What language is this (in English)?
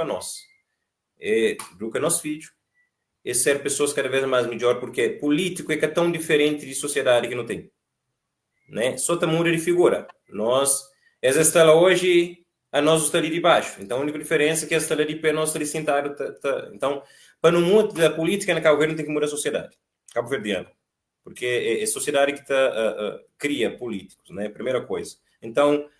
Kabuverdianu